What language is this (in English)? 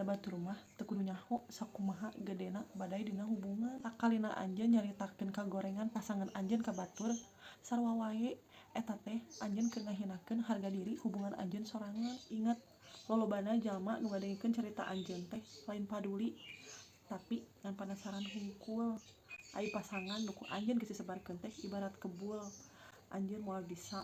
Sundanese